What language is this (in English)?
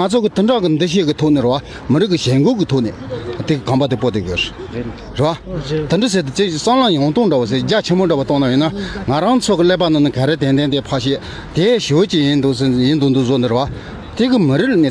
Tibetan